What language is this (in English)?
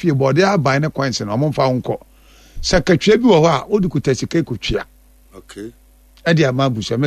Akan